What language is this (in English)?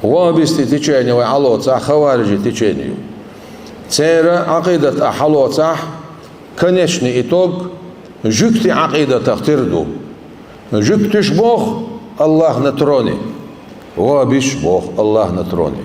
Chechen